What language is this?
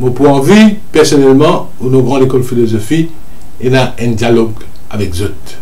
Morisyen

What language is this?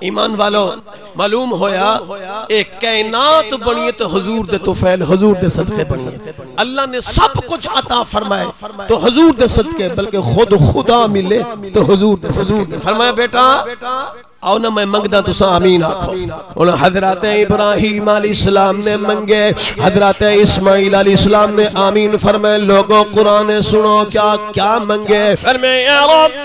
Saraiki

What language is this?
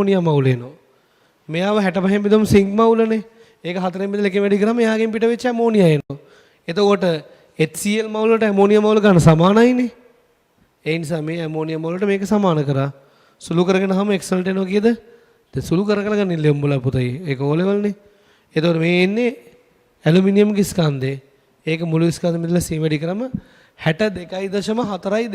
Sinhala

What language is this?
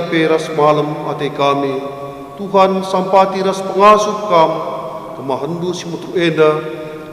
Batak Karo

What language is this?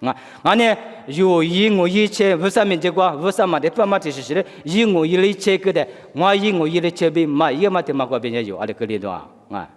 Lisu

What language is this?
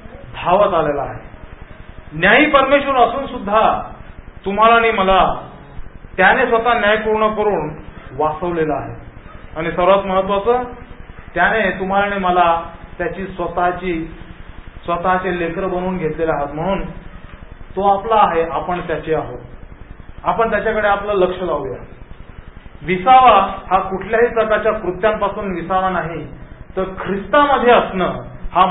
Marathi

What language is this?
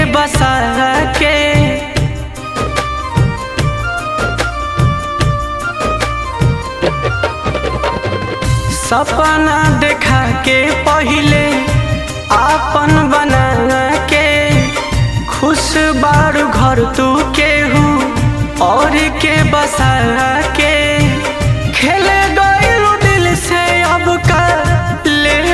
Bhojpuri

